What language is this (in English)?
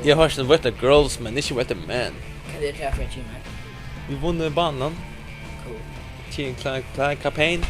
Faroese